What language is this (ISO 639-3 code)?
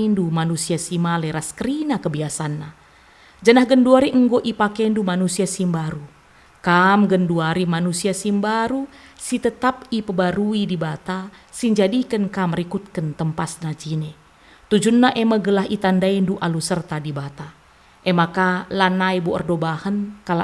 btx